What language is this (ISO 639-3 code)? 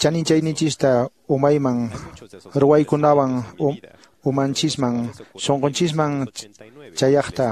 que